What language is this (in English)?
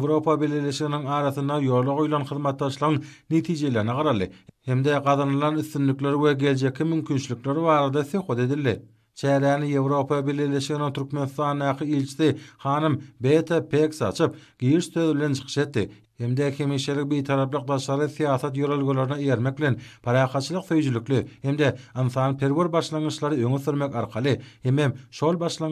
Turkmen